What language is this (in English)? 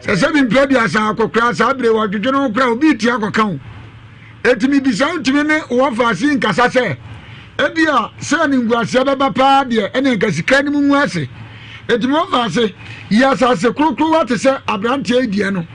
Akan